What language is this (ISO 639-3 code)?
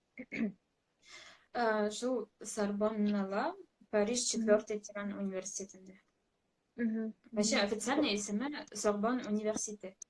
bak